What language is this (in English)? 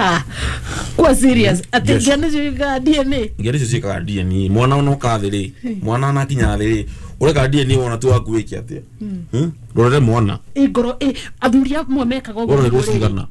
Kikuyu